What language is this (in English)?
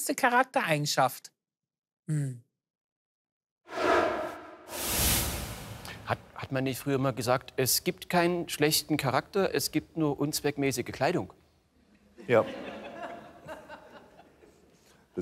German